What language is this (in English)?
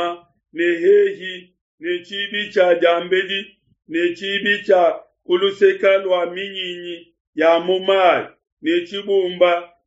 Luba-Lulua